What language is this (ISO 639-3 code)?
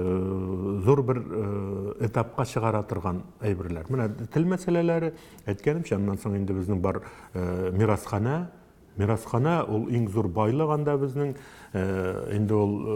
tat